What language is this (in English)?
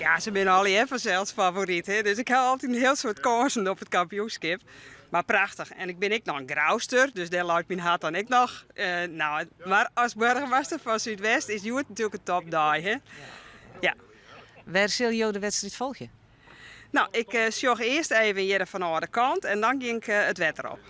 Western Frisian